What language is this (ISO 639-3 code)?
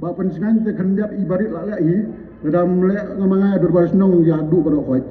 kha